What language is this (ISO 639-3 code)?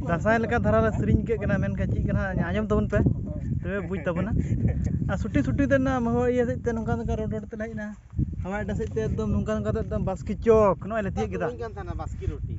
sat